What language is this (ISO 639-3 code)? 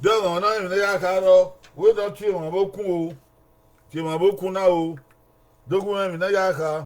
bin